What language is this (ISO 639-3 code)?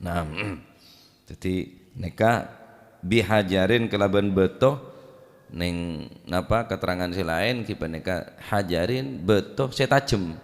mad